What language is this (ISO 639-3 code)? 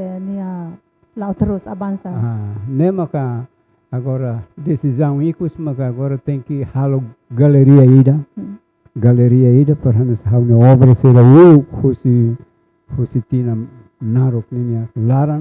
tet